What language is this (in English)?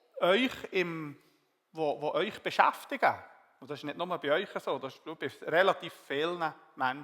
Swiss German